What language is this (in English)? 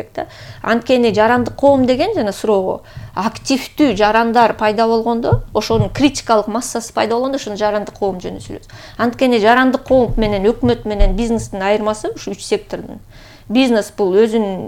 Kyrgyz